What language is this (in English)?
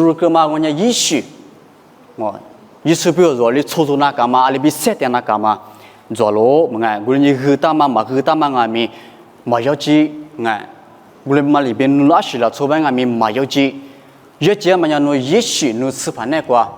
Lisu